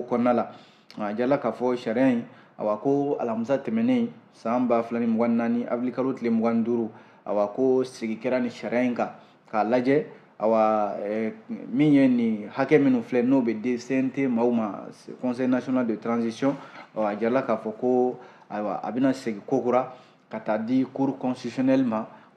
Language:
Bambara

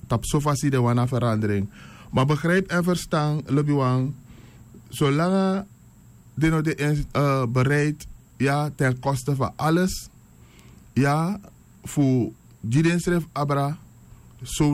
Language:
Sranan Tongo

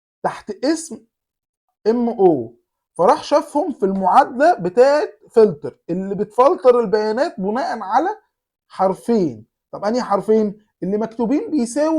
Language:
Egyptian Arabic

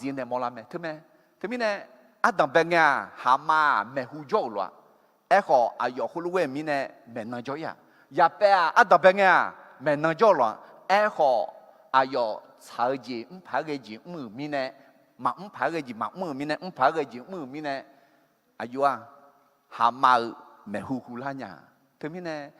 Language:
Akha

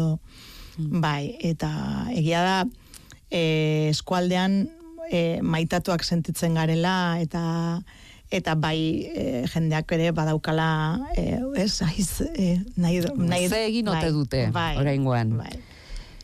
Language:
Basque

